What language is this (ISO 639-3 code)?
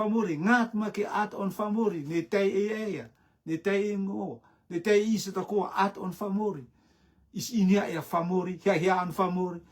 rtm